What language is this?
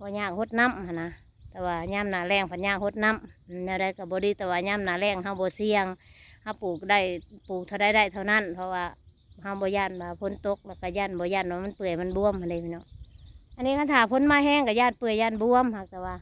Northeastern Thai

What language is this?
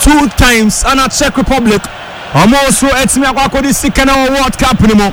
Akan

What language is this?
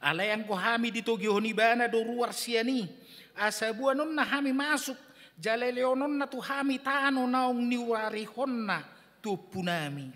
Batak Toba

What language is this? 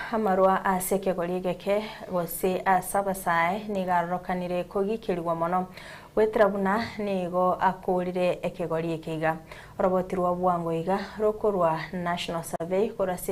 Gusii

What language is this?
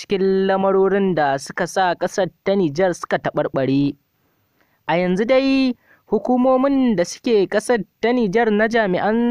Hausa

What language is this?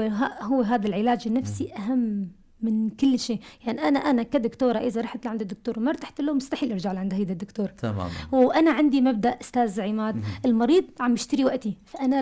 North Levantine Arabic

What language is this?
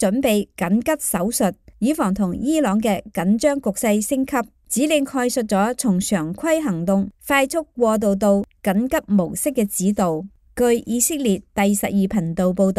Cantonese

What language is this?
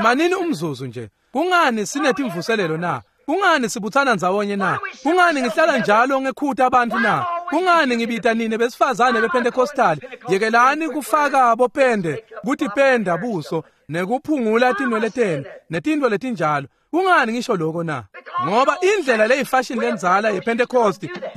Swati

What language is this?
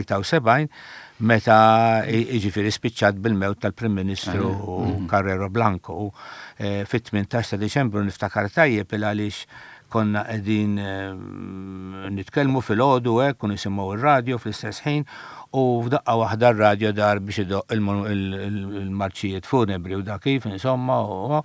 Maltese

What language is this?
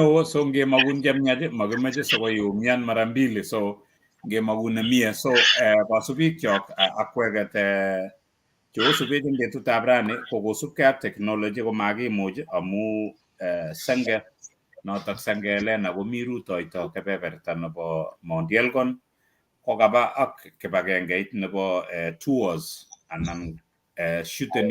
Kalenjin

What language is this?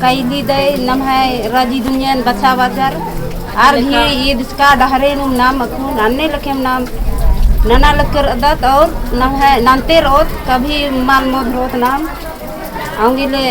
Kurukh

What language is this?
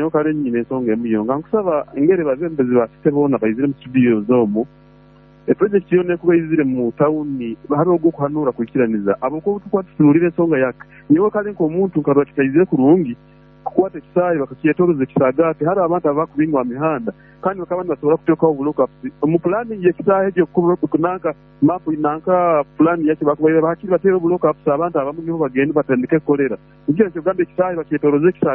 Nyoro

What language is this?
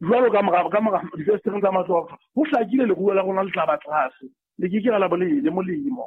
Southern Sotho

